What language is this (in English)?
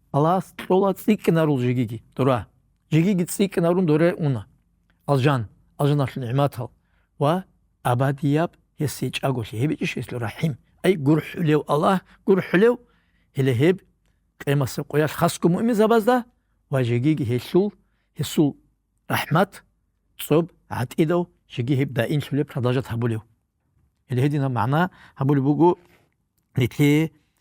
Avaric